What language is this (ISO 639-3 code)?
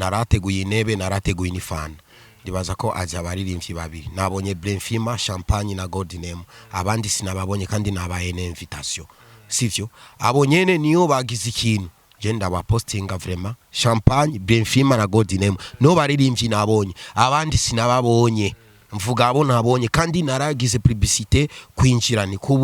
run